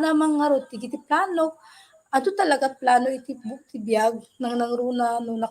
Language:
Iloko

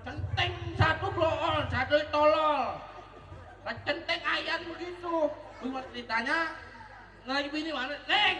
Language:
Betawi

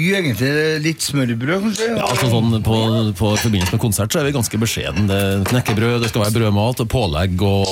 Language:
Norwegian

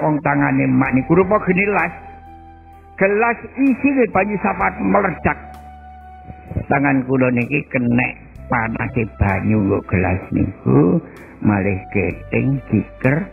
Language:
Javanese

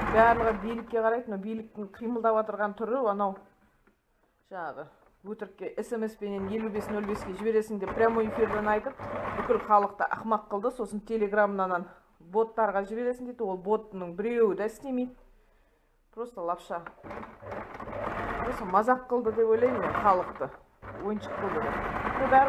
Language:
Kazakh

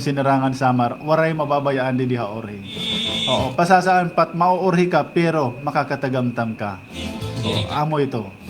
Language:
Waray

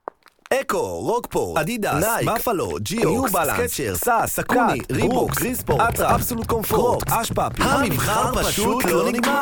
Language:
Hebrew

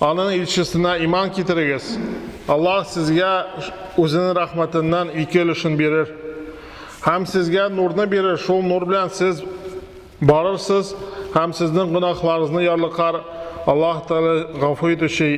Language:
Tatar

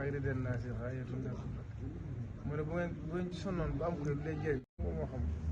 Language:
Wolof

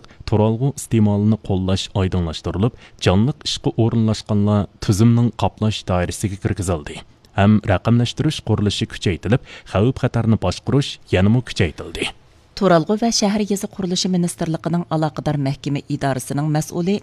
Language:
Uyghur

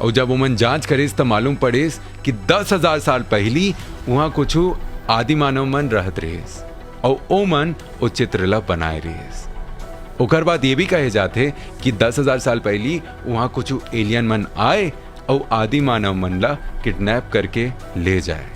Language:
Chhattisgarhi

